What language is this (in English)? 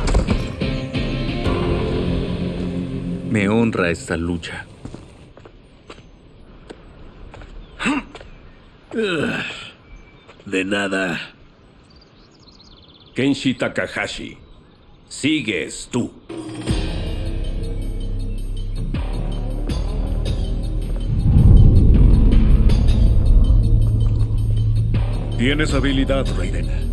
Spanish